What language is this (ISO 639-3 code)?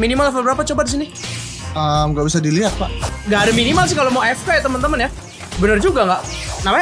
ind